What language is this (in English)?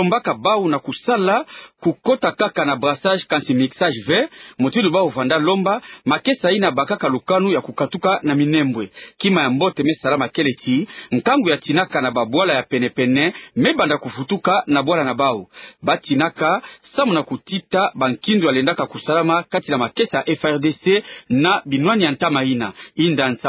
Kituba (Democratic Republic of Congo)